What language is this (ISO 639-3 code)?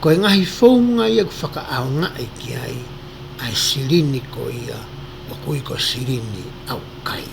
ton